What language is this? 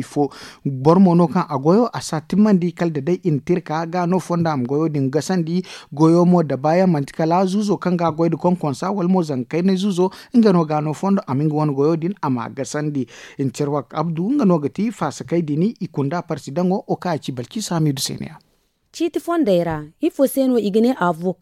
Zarma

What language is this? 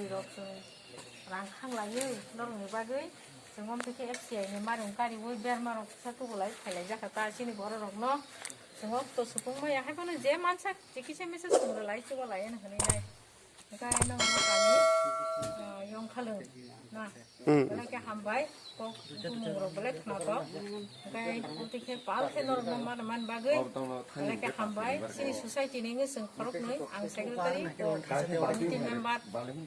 Kok Borok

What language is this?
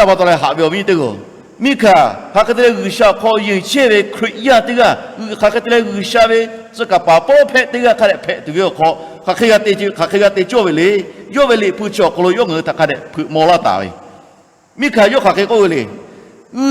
Lahu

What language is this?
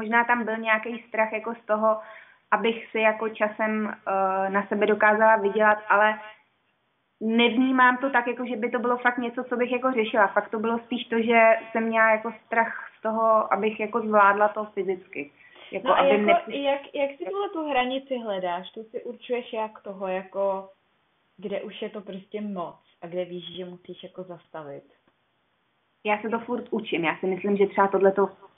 Czech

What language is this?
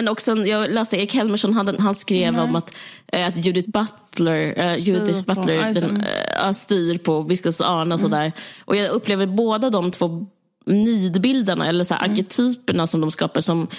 Swedish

